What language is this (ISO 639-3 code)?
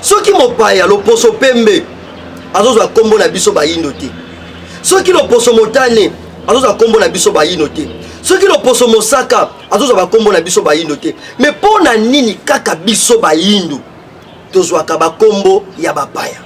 lin